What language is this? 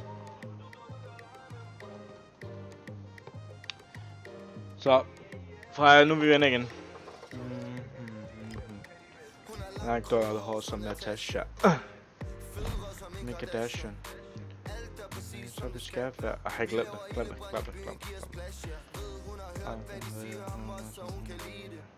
Danish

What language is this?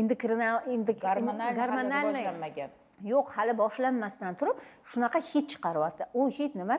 Uzbek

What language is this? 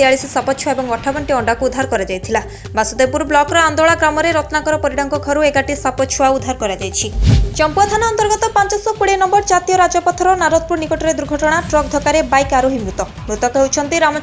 Odia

